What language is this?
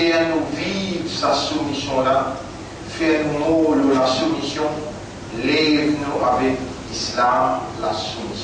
Morisyen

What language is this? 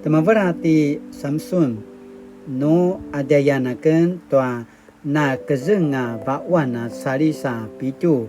Paiwan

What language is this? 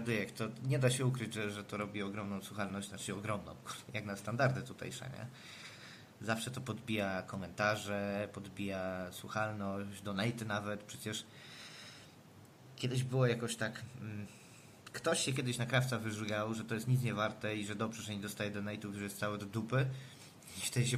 Polish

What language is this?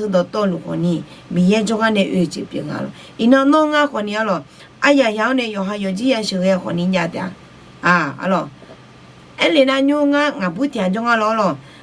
Akha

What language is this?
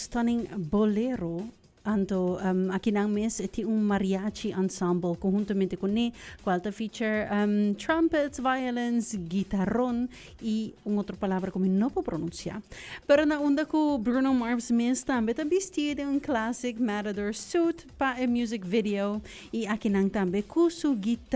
Papiamento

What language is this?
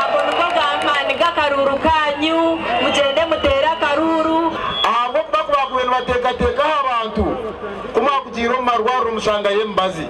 Nyankole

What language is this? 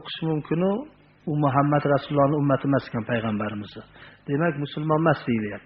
Uzbek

